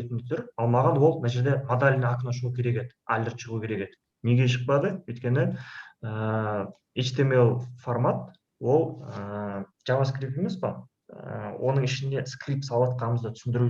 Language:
Kazakh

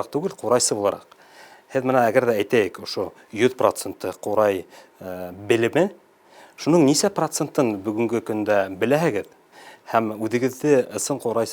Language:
Bashkir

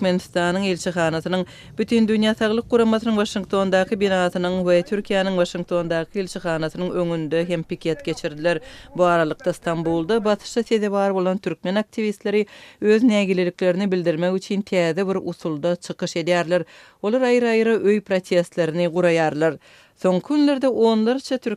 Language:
Turkmen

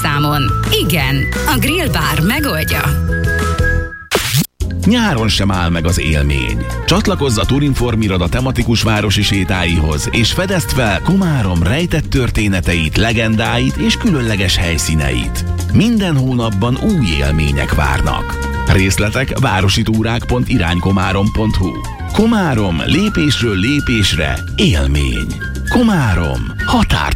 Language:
Hungarian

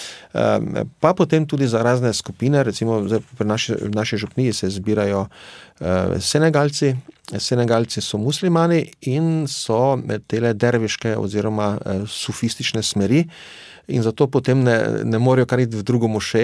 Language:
Slovenian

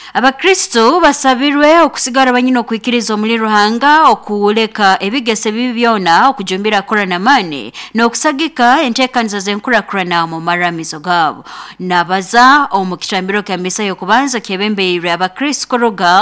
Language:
Nyoro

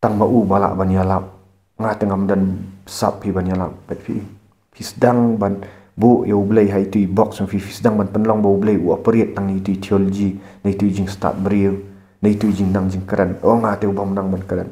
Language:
Khasi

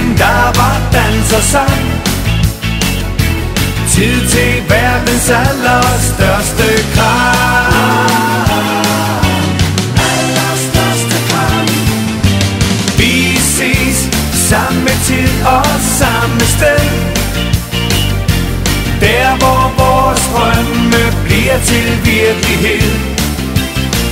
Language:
Danish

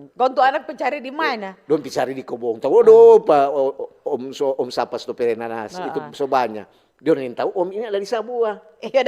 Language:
Manado Malay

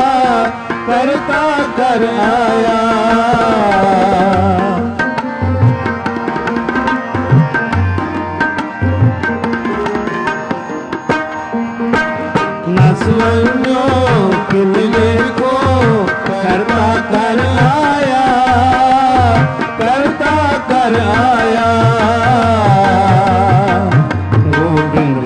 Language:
Hindi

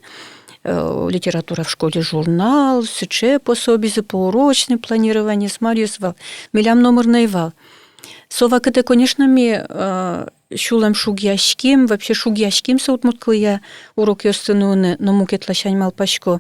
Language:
Udmurt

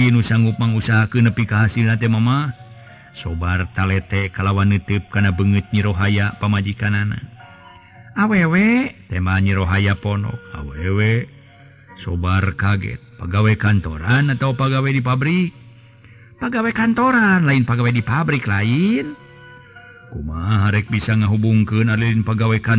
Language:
Sundanese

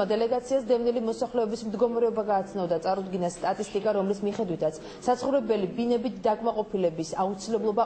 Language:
Georgian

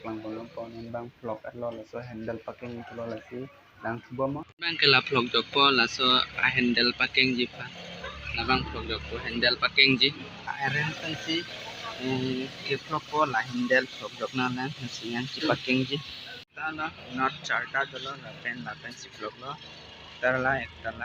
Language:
Karbi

